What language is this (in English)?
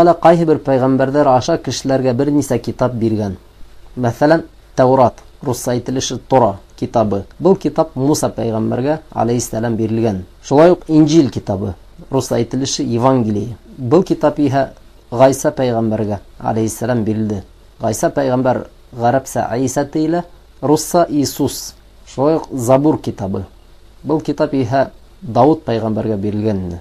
Bashkir